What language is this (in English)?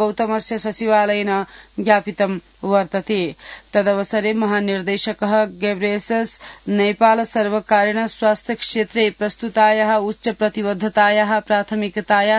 Sanskrit